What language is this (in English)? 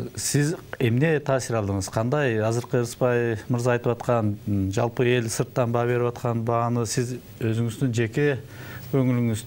Kyrgyz